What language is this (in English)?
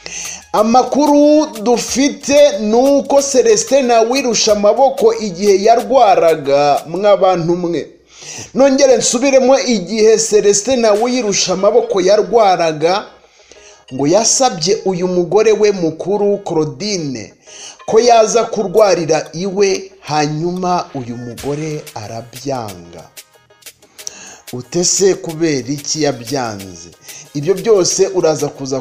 Kinyarwanda